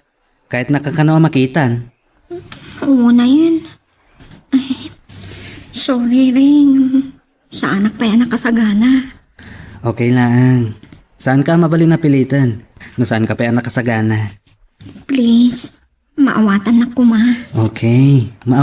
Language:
Iloko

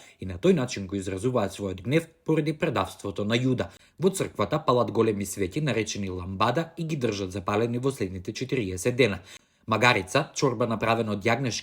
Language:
Macedonian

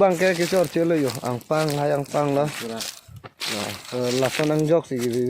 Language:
Karbi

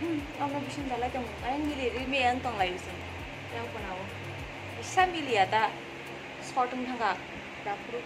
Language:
Kok Borok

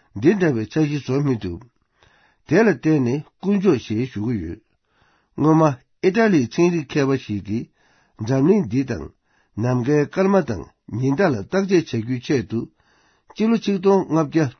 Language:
Tibetan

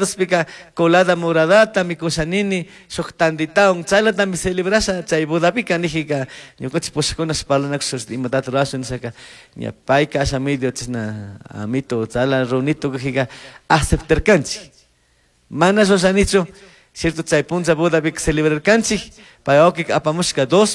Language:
Chimborazo Highland Quichua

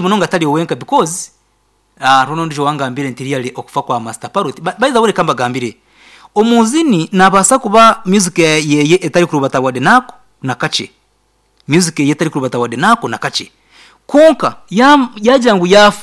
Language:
Nyankole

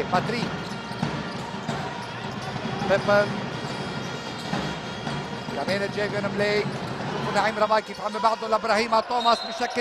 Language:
North Levantine Arabic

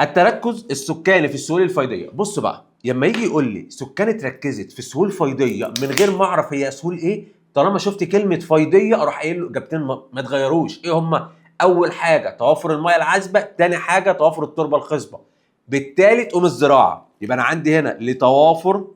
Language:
Egyptian Arabic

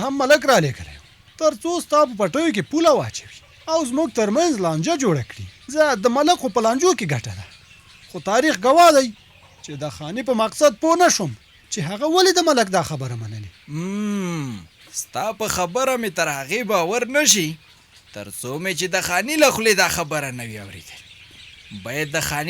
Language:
Pashto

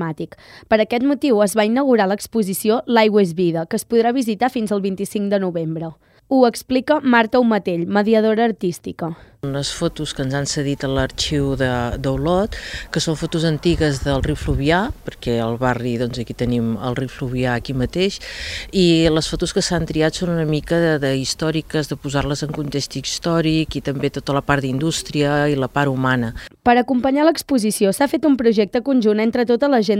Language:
Catalan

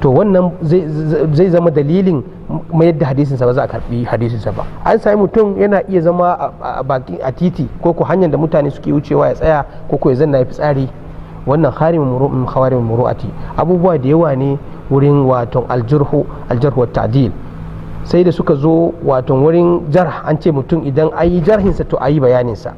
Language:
Hausa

